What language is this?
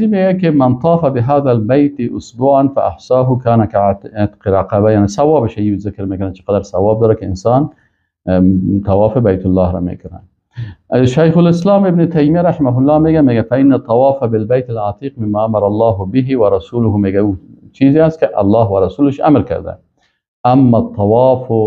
Persian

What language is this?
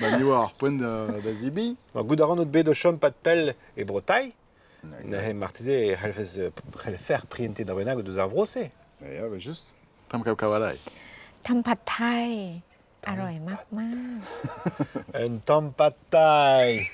Breton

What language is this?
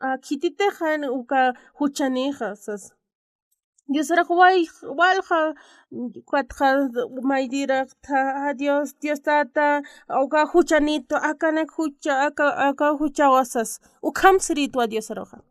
Aymara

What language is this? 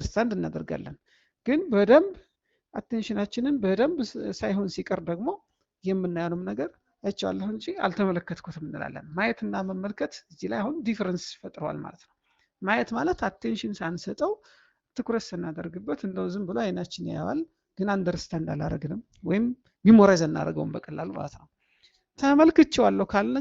Amharic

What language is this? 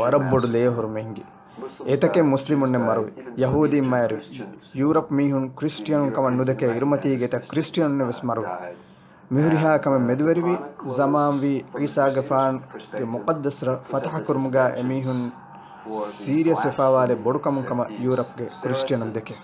Divehi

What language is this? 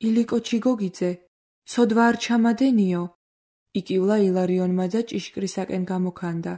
Georgian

